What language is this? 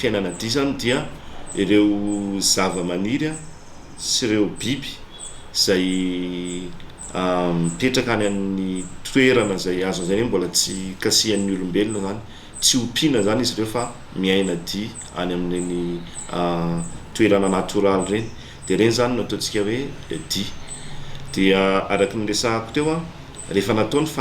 Malagasy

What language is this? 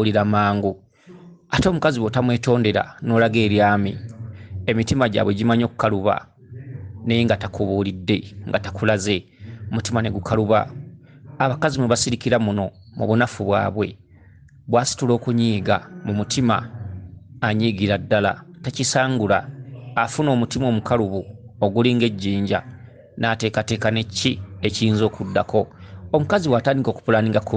Ganda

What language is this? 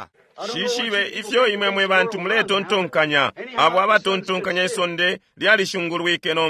Bemba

